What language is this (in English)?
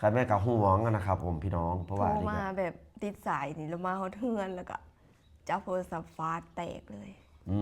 Lao